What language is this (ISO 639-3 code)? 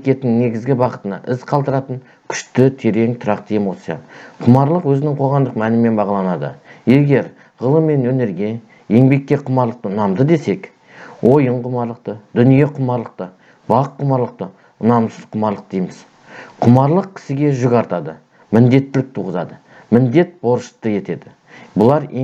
kaz